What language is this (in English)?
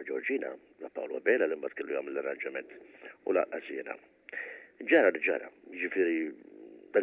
Maltese